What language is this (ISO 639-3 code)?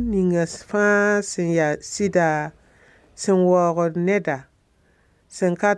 mos